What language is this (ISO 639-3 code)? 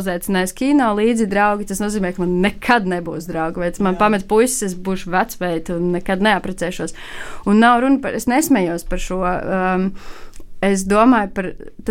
lav